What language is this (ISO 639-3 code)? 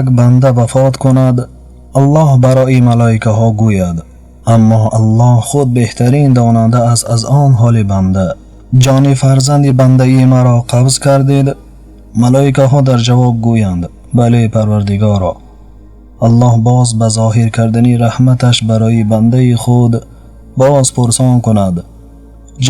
tgk